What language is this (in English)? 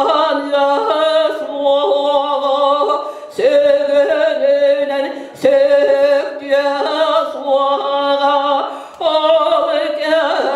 Yakut